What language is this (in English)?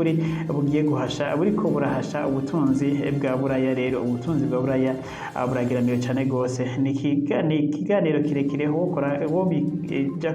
Rundi